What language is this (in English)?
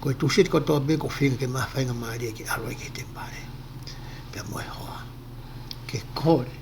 Tongan